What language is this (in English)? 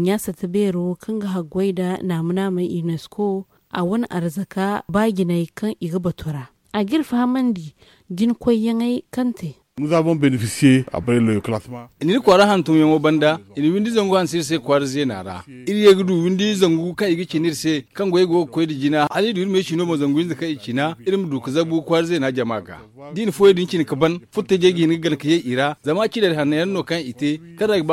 Zarma